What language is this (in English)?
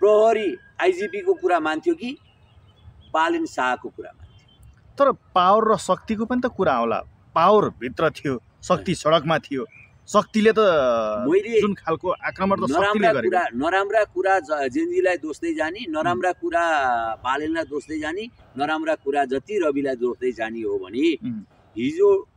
Nepali